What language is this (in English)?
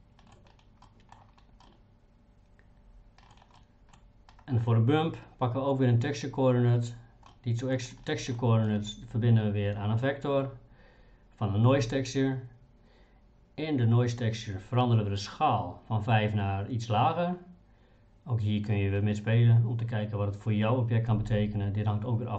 Dutch